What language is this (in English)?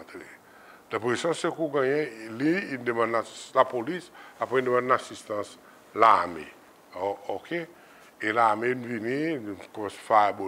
Seselwa Creole French